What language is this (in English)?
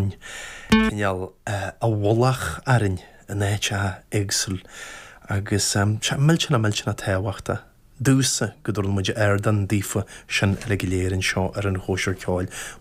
Irish